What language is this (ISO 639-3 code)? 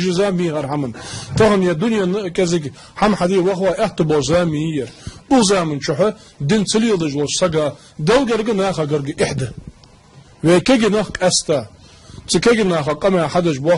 inh